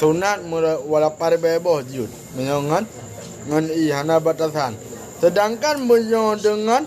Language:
Achinese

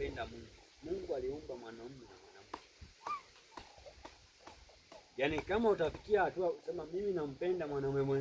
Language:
Swahili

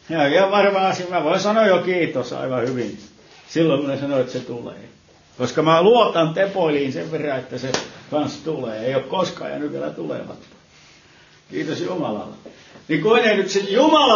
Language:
Finnish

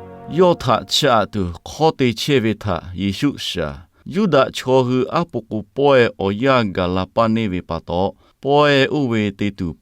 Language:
Lahu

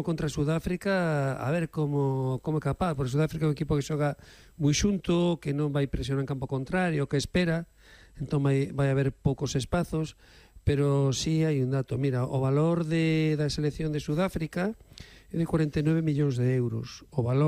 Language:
Galician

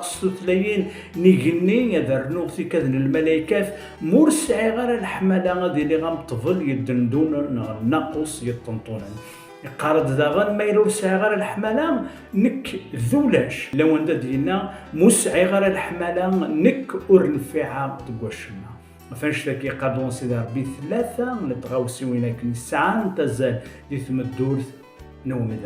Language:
Kabyle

